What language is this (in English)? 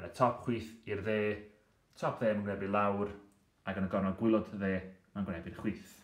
Welsh